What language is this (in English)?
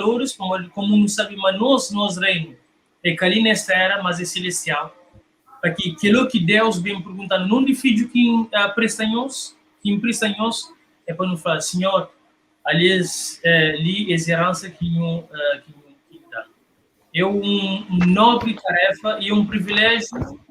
Kabuverdianu